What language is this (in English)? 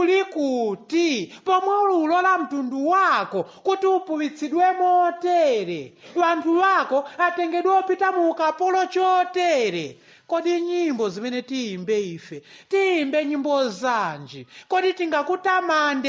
Nyanja